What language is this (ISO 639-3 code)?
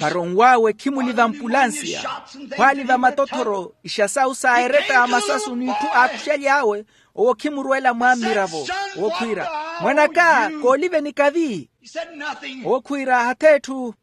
vmw